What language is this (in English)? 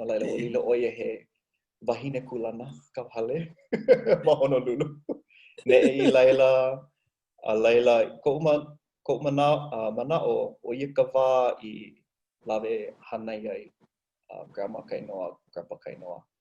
Hawaiian